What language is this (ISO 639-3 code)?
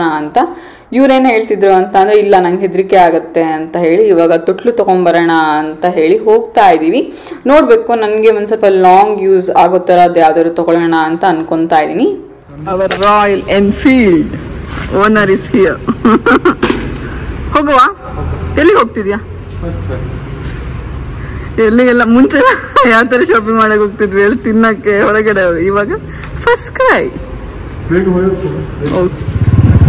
kan